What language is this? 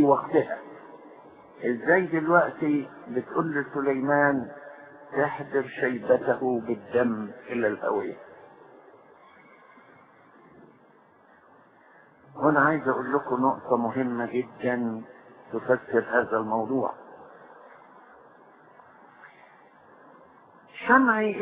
Egyptian Arabic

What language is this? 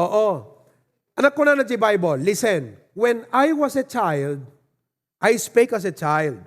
Iloko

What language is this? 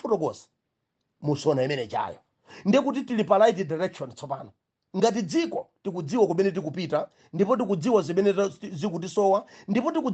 Nyanja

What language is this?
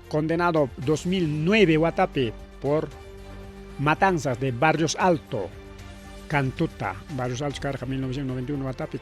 Ayacucho Quechua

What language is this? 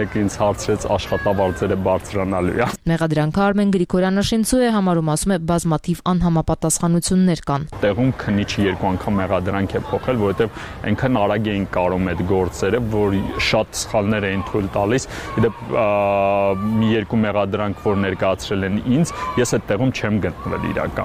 Armenian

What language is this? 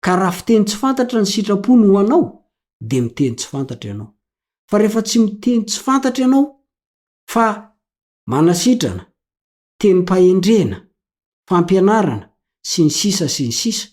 Malagasy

